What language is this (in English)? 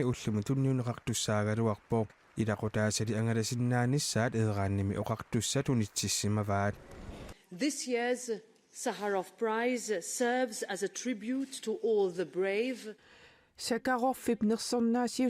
Kalaallisut